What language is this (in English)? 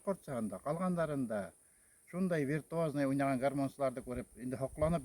Bashkir